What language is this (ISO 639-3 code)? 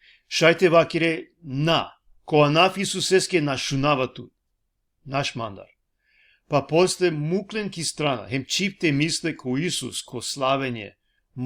rmn